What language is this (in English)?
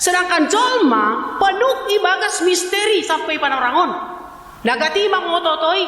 Batak Simalungun